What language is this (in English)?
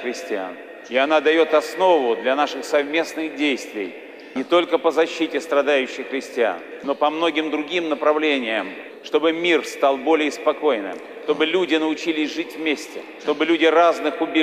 Russian